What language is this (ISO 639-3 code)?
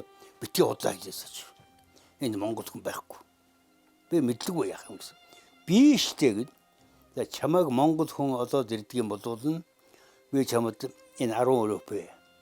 mon